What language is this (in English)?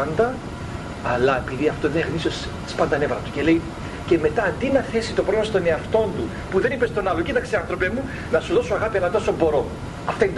Greek